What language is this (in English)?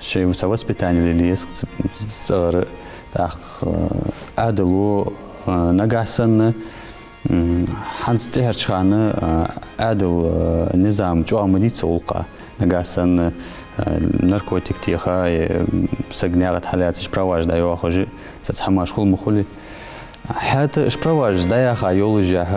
Ingush